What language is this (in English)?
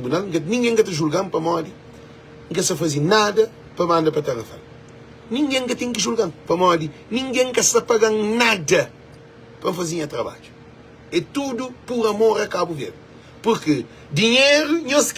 Kabuverdianu